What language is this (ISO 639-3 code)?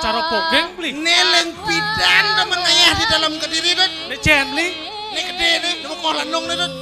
ban